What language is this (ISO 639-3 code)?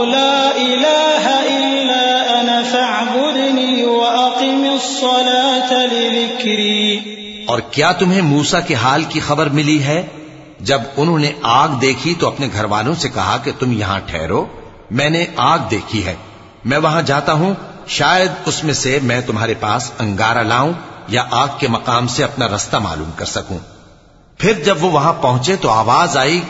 urd